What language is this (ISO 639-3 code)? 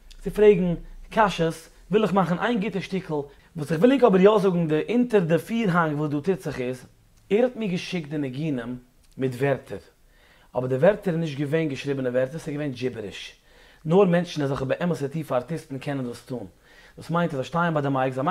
yid